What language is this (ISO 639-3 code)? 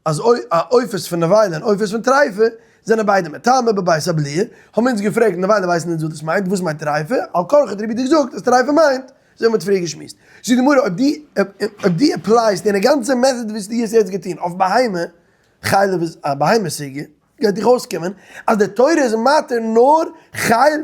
yid